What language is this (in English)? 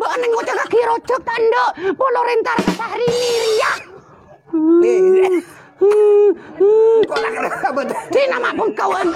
Madurese